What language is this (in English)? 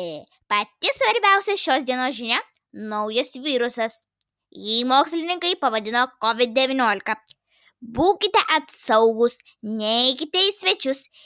Lithuanian